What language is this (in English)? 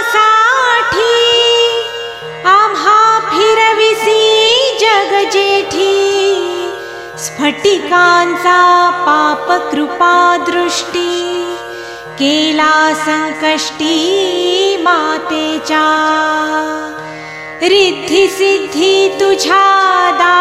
Marathi